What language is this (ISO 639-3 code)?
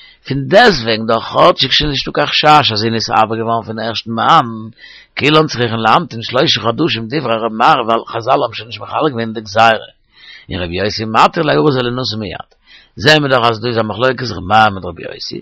yid